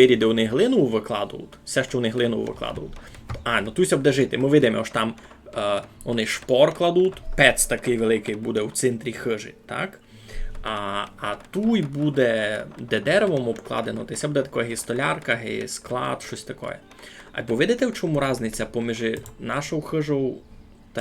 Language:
Rusyn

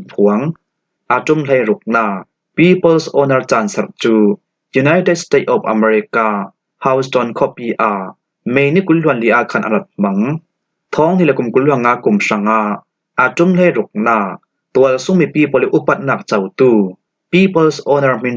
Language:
Falam Chin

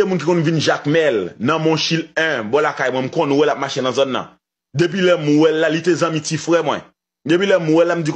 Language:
Haitian Creole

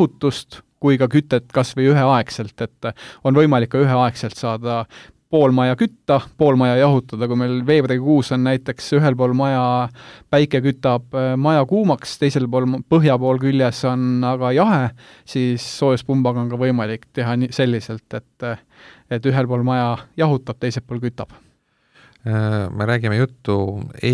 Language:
Estonian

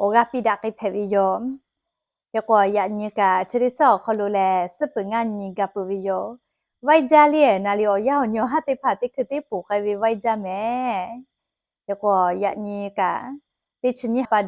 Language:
Lahu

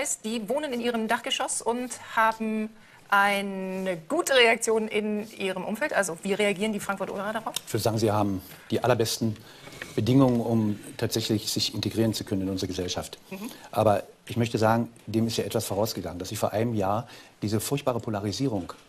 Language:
German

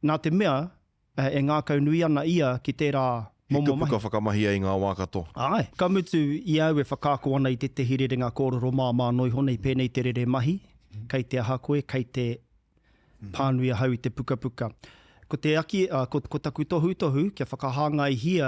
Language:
Māori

